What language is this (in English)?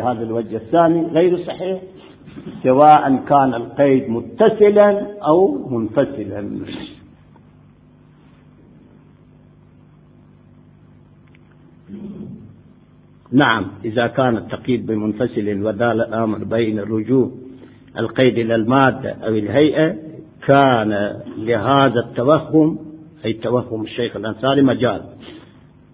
Arabic